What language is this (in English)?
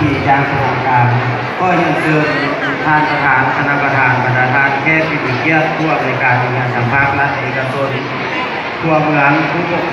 Lao